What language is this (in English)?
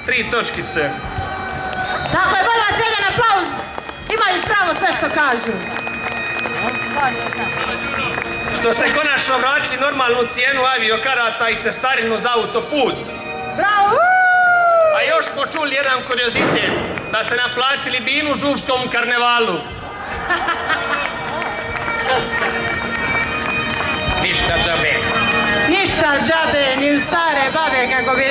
Croatian